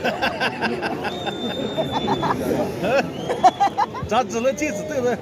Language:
Chokri Naga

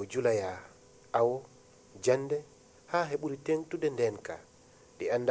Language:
Fula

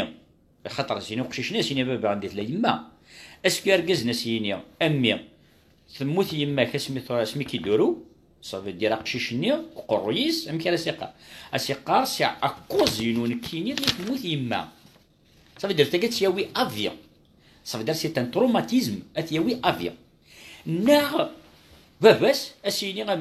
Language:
Kabyle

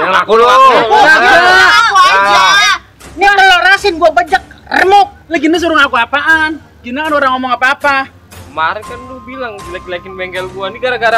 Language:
Betawi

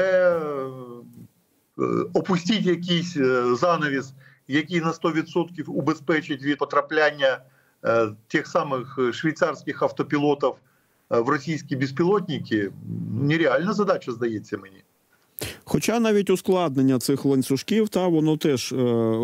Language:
Ukrainian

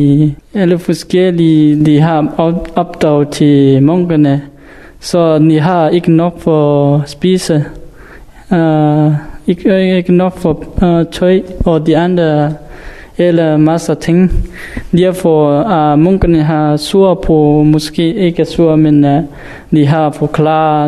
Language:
Danish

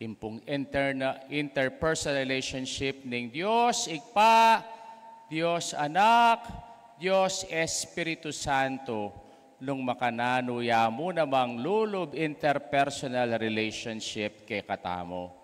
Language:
Pampanga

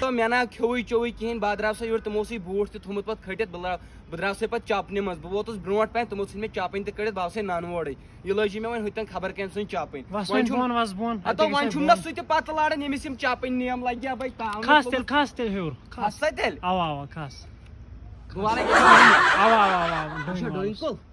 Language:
Kashmiri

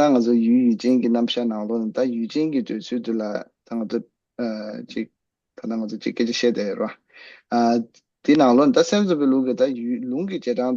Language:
Tibetan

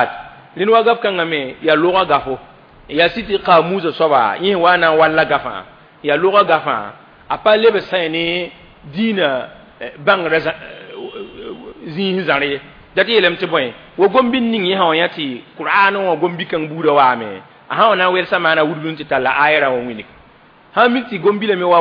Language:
Mossi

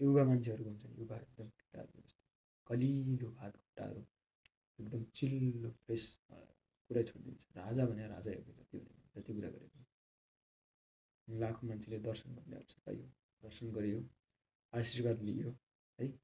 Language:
Nepali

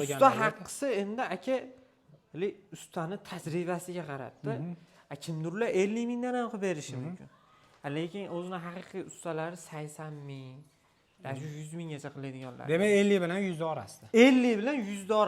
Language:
Uzbek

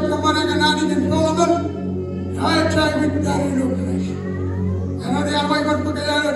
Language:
Marshallese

